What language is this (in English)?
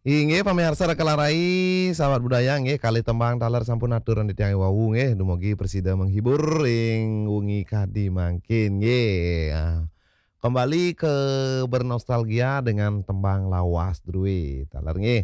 Balinese